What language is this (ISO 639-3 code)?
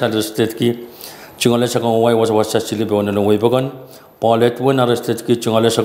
pon